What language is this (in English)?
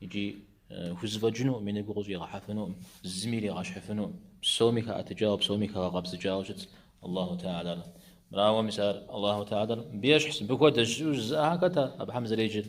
Kabardian